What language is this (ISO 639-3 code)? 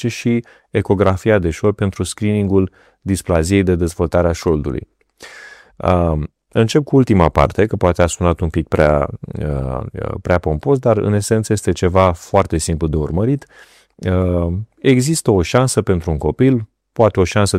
ron